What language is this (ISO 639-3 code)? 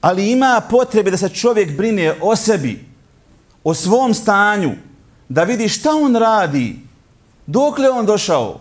bos